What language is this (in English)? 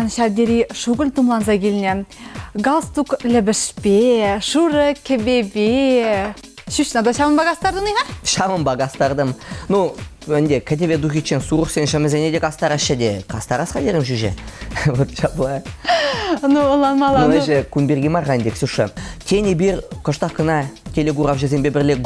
Chuvash